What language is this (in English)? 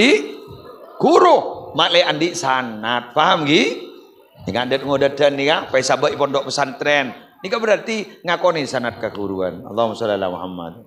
Madurese